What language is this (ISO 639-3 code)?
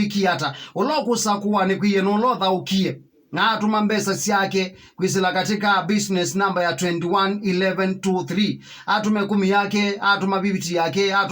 kam